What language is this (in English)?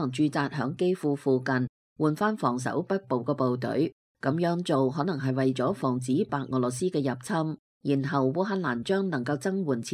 Cantonese